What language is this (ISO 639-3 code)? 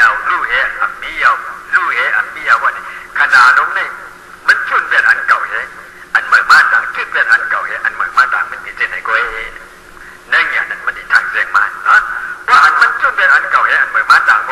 shn